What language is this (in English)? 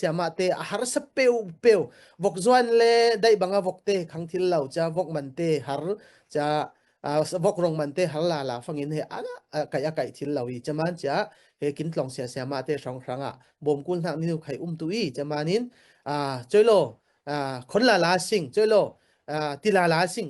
Falam Chin